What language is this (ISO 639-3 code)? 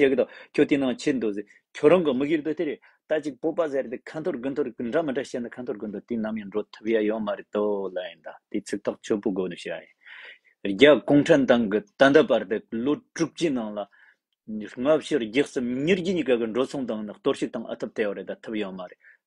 bod